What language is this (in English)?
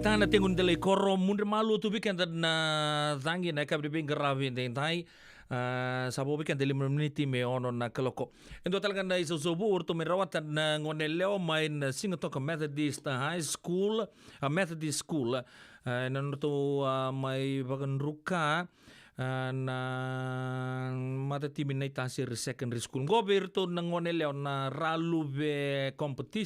Fijian